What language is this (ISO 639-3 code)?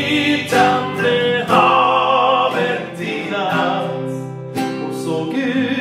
swe